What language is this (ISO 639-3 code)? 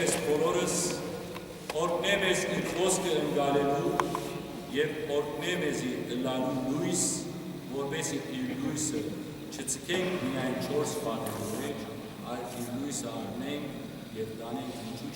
hyw